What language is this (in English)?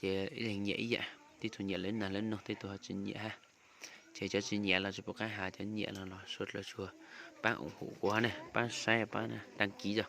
Hmong